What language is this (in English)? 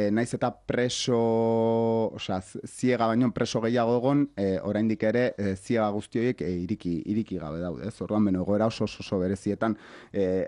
Basque